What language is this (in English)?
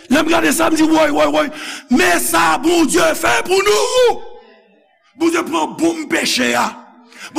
Haitian Creole